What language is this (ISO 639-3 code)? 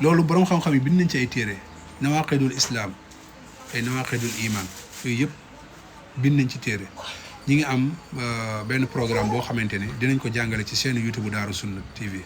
wol